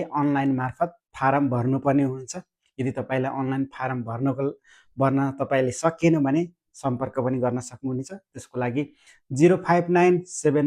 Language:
Nepali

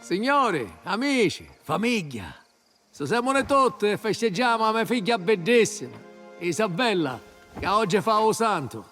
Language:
Sicilian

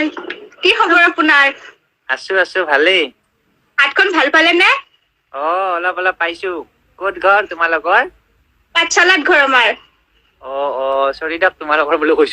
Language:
Assamese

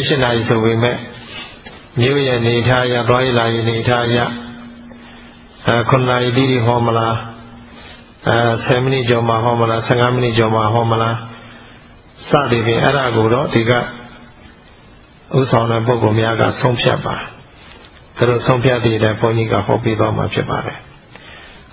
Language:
Burmese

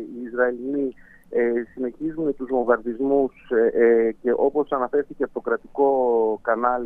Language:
Greek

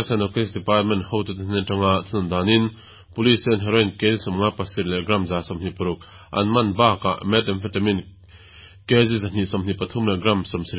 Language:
Mizo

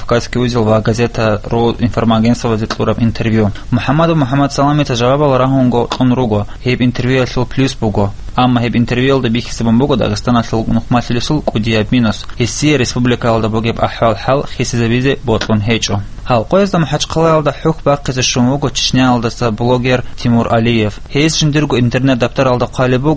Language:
Avaric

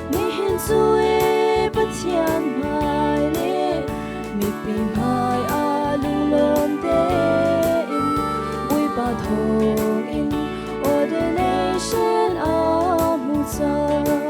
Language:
Hakha Chin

